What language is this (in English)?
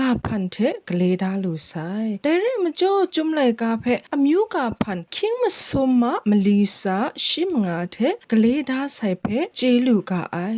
Kachin